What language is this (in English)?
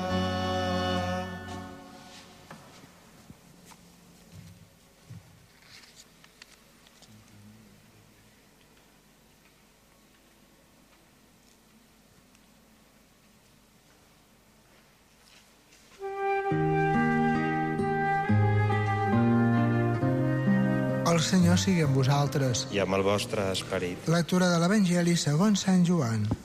Catalan